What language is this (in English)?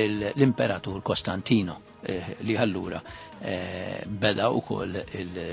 Maltese